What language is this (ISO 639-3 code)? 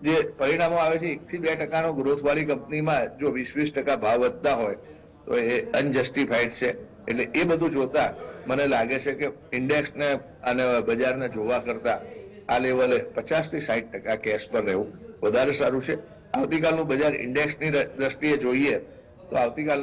guj